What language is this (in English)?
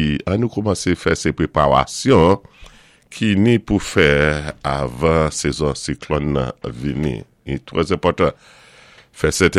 Saint Lucian Creole French